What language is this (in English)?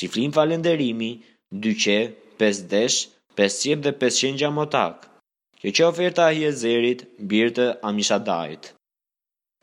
Albanian